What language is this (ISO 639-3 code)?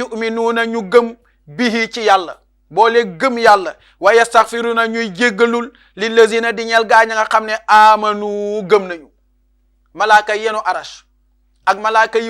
wol